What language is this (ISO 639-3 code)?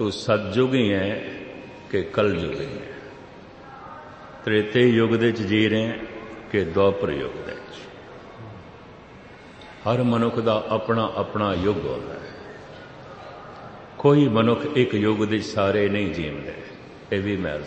pan